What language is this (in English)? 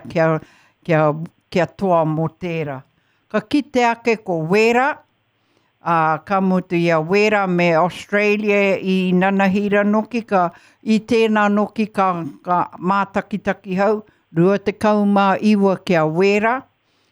Māori